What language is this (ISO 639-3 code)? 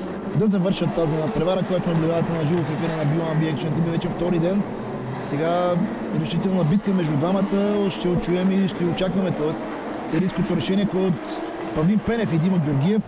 bul